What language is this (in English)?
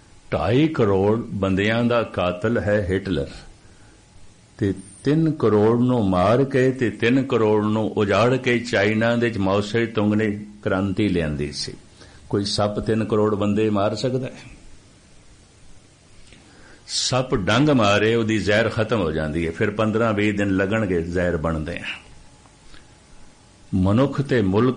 Punjabi